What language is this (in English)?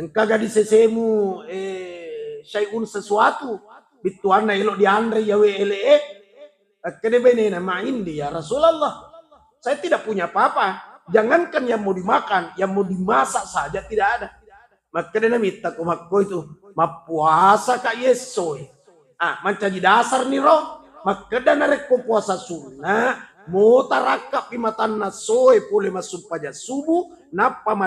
Buginese